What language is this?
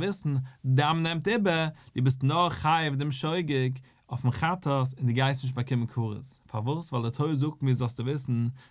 Yiddish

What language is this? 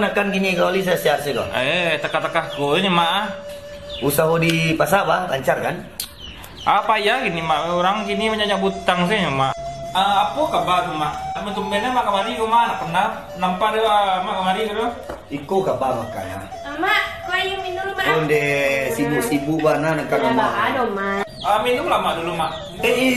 Minangkabau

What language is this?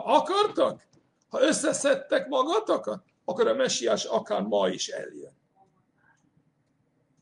Hungarian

